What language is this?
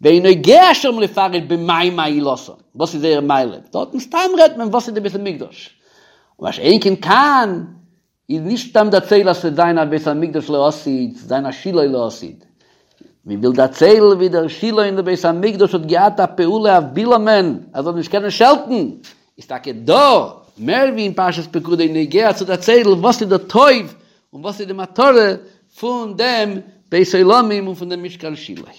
Yiddish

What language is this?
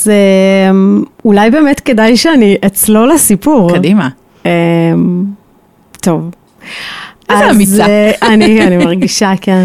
Hebrew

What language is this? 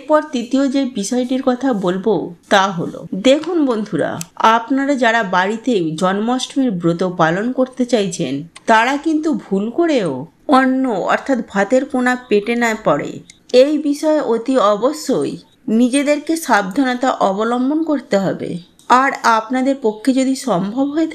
Bangla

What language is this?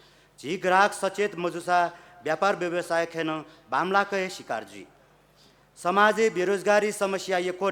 Newari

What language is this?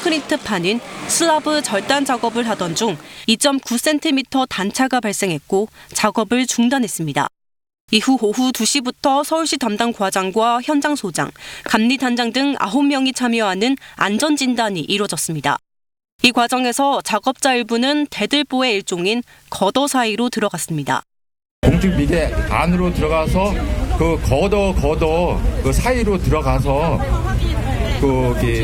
Korean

